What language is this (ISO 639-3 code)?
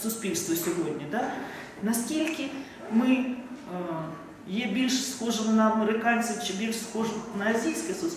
ukr